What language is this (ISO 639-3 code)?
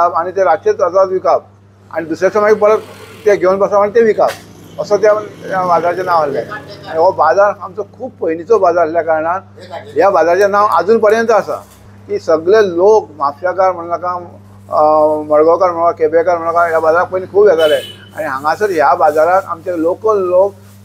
kok